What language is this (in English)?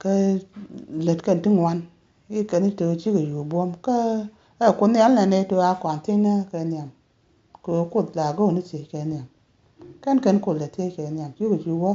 Nuer